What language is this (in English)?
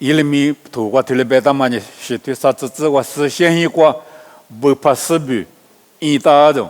Lisu